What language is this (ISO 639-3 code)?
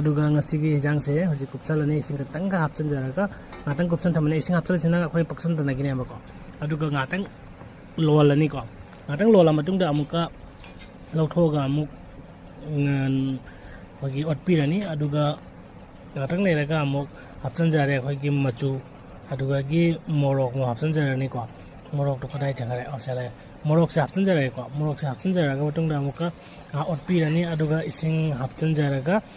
mni